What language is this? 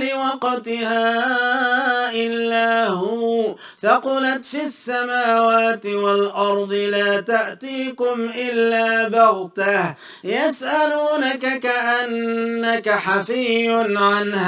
Arabic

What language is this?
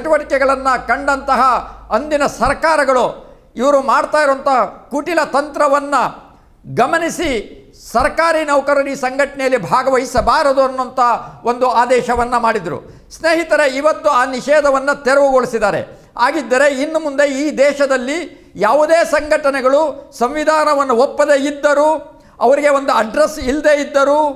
Kannada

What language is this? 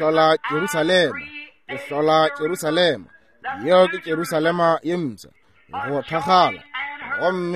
Northern Sotho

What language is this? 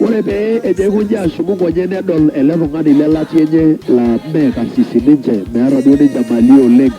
Masai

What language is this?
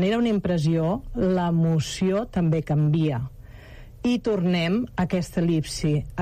Catalan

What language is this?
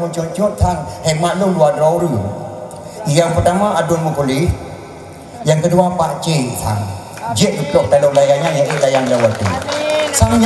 Malay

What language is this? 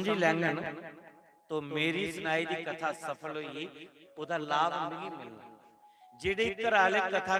Dogri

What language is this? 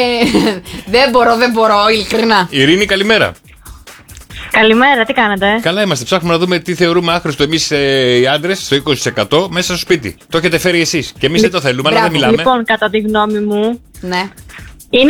Greek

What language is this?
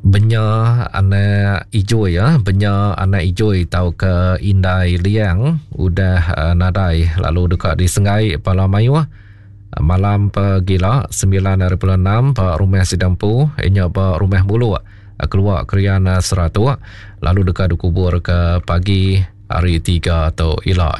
Iban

